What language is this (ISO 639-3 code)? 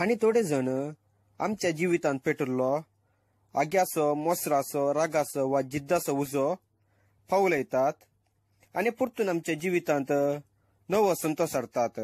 kok